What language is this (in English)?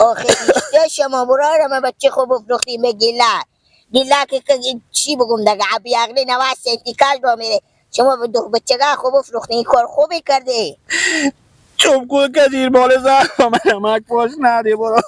Persian